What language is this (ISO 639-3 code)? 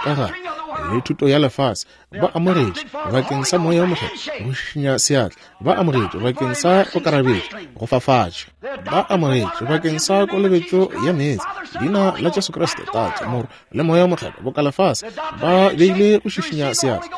nso